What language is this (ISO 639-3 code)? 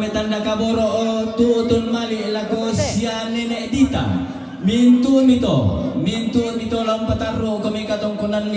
sda